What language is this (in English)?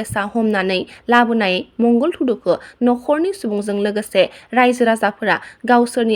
Bodo